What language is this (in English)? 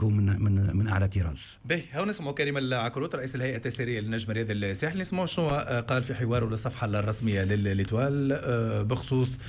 Tunisian Arabic